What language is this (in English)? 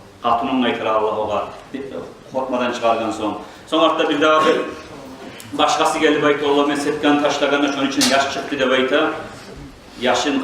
Kumyk